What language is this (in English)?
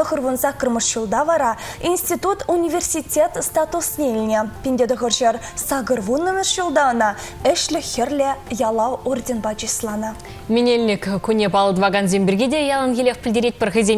Chuvash